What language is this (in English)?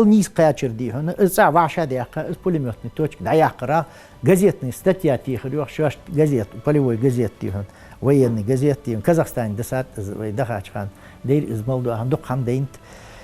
Ingush